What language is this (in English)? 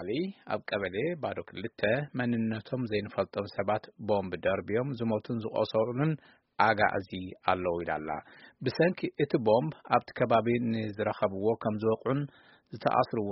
Tigrinya